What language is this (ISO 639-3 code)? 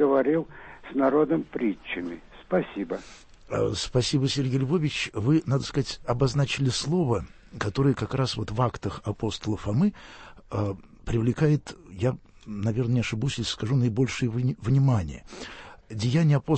rus